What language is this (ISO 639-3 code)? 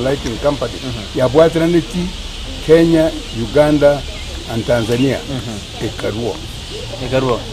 guz